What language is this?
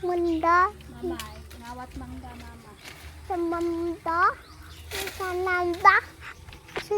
Cebuano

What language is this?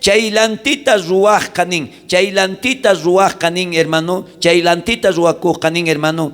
South Bolivian Quechua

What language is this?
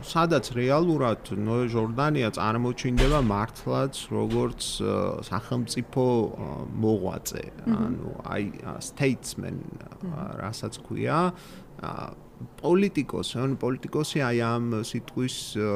Georgian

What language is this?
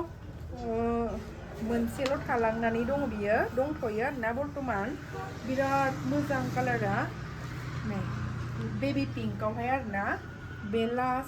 Bodo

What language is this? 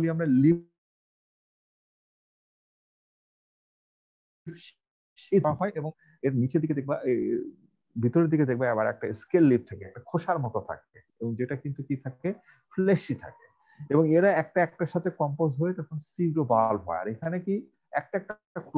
Bangla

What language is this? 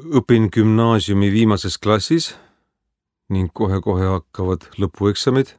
Estonian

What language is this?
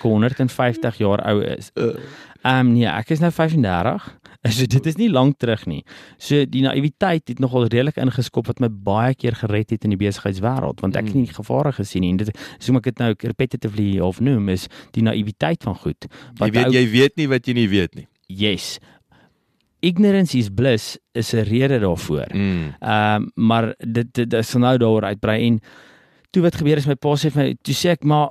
Afrikaans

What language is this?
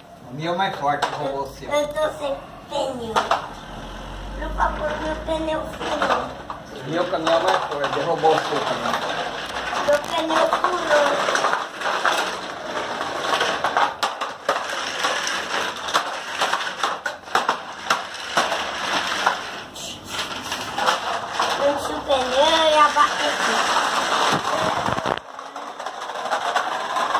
Portuguese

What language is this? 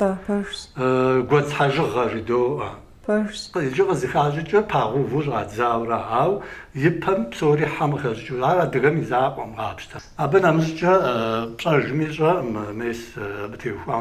Kabardian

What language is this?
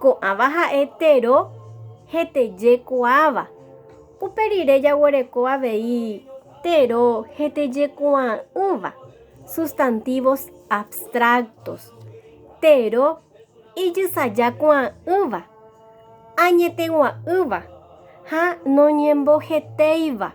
Guarani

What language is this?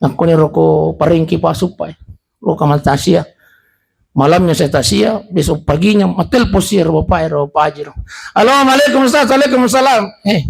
Buginese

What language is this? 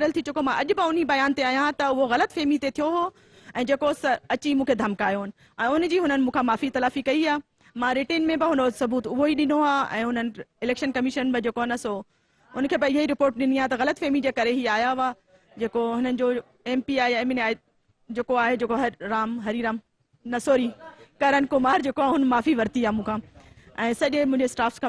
Sindhi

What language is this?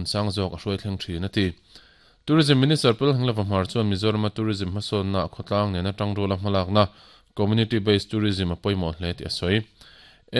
Mizo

